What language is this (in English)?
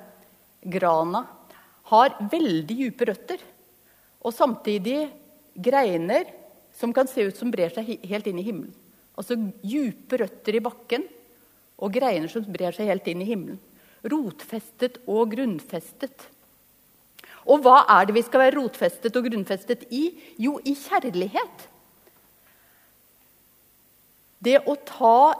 Norwegian